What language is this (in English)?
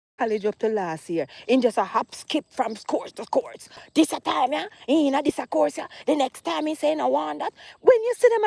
Jamaican Creole English